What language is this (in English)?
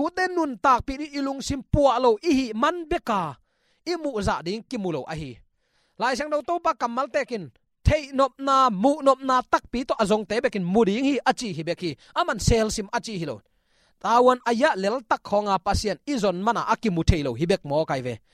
Tedim Chin